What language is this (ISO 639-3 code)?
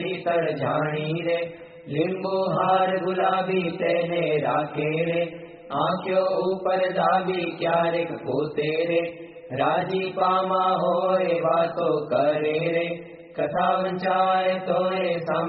guj